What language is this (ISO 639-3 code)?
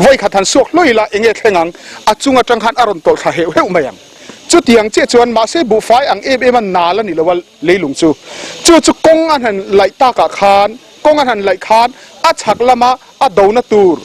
lus